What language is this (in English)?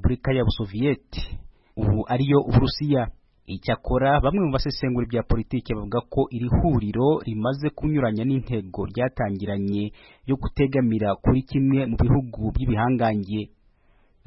Kinyarwanda